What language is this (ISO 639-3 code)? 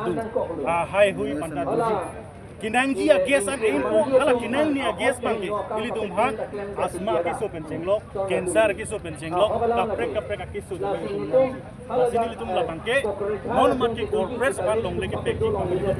mjw